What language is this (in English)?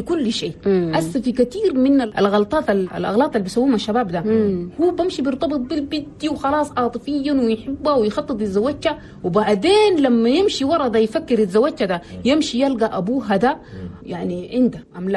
Chadian Arabic